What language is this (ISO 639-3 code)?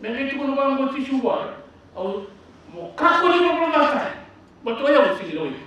fij